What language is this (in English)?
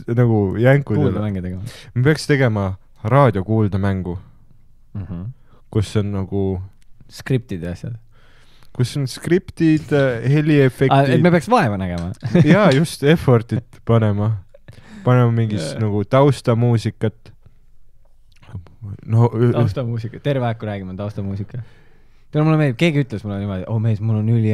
Estonian